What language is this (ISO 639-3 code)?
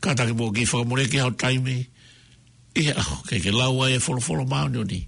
ton